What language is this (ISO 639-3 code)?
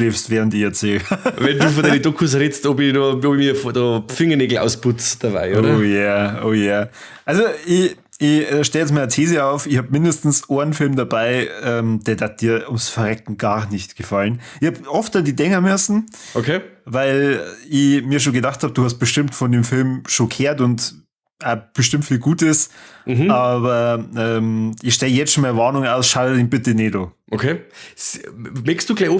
bar